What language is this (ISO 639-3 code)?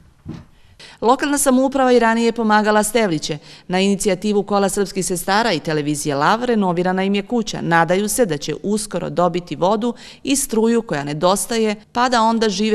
srp